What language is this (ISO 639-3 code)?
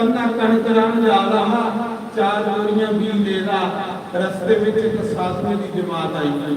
doi